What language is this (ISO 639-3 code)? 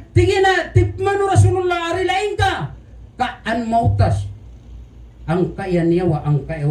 mrw